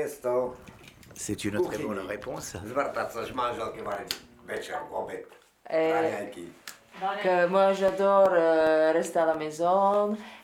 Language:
Slovak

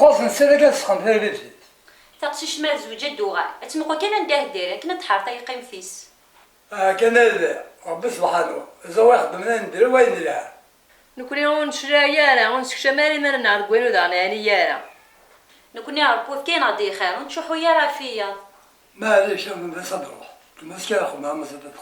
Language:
Kabyle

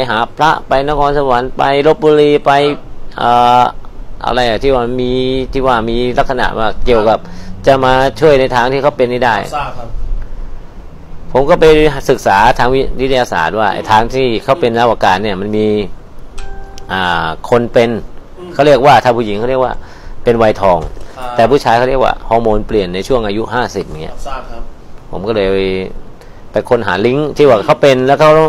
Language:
Thai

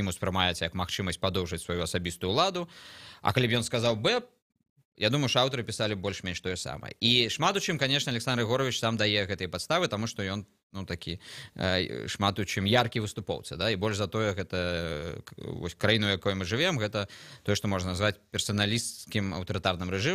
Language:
Belarusian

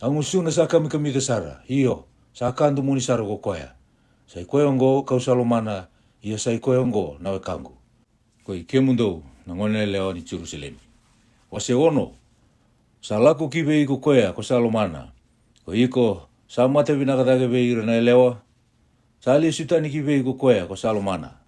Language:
Fijian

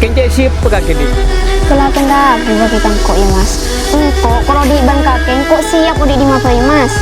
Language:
Madurese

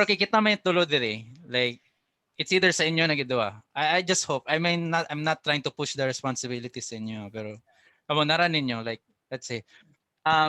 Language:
Cebuano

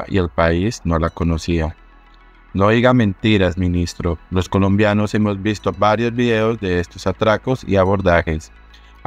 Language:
Spanish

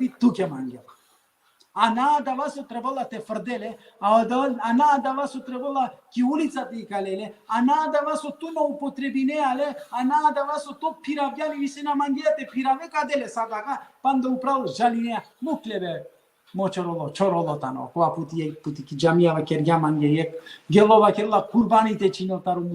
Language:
Balkan Romani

